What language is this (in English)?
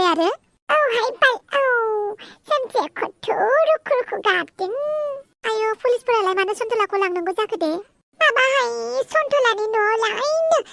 Bodo